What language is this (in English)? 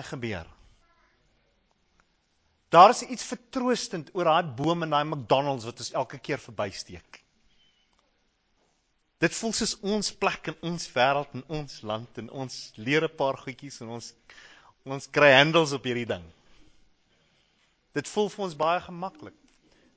Afrikaans